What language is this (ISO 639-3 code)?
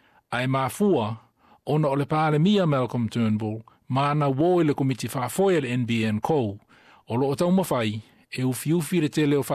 smo